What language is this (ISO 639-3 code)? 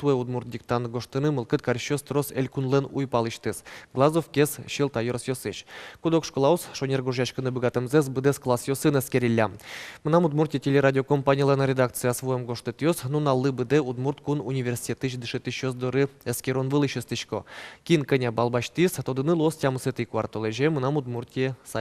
udm